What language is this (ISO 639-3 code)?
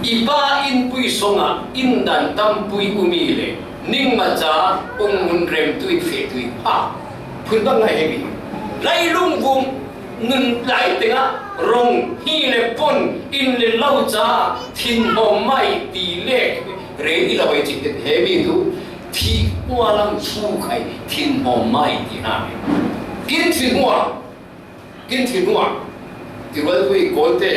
cfm